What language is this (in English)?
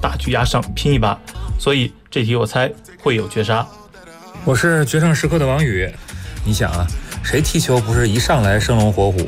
Chinese